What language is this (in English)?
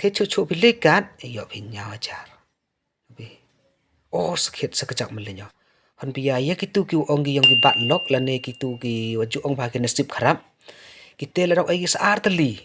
Pnar